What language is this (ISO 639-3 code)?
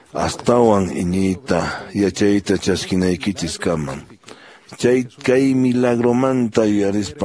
que